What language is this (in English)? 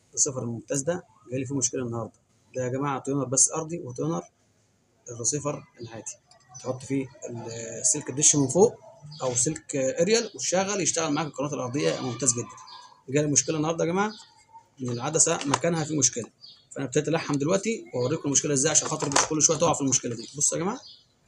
Egyptian Arabic